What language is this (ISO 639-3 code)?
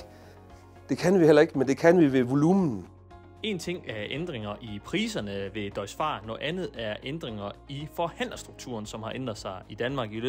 dan